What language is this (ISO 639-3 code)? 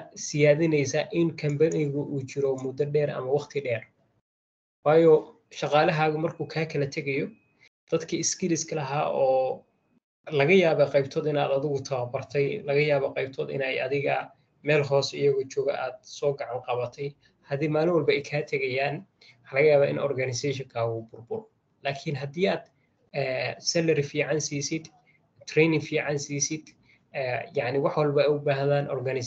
som